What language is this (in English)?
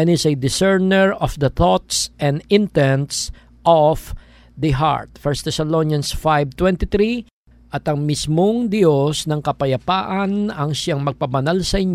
Filipino